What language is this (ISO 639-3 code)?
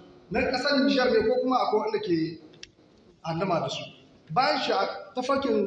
hau